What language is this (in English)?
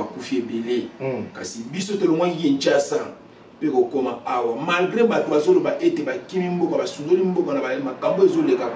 Lingala